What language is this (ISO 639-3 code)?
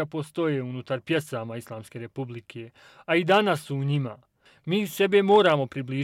bos